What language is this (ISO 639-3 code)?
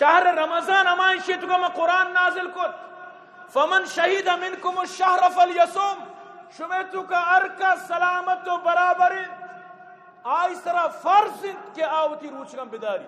bgp